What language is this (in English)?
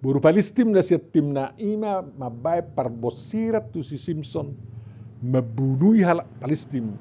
Batak Toba